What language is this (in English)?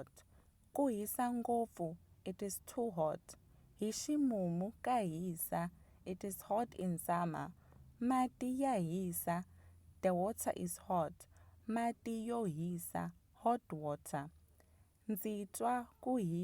Tsonga